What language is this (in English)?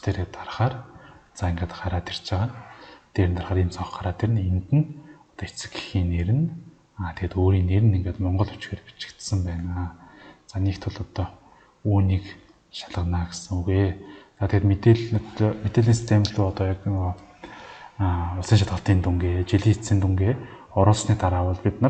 Mongolian